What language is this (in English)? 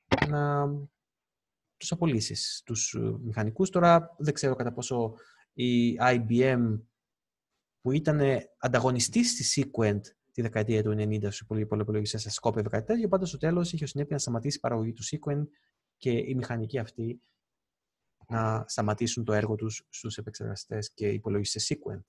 Greek